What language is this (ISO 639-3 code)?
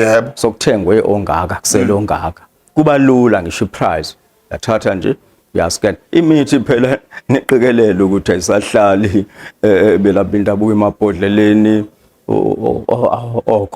zul